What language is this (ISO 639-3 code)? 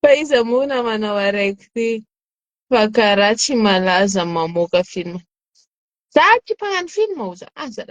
mlg